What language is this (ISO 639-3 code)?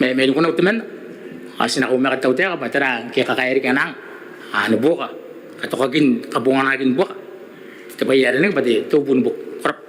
gil